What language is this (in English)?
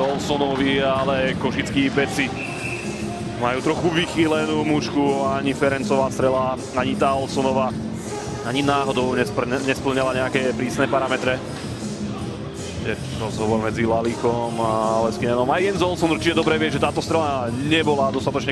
Slovak